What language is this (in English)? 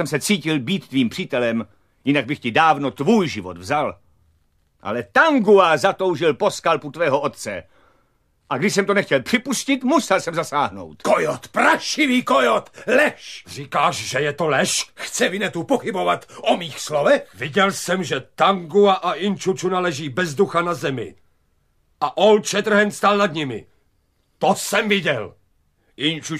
Czech